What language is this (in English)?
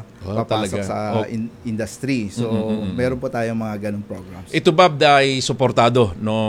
Filipino